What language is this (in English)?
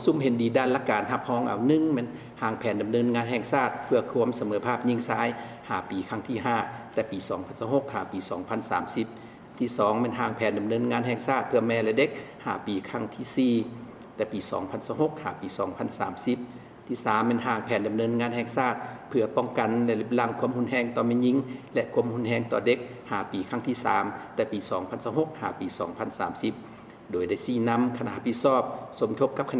Lao